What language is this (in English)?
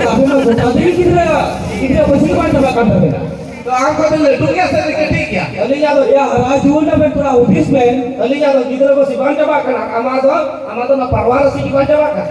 Santali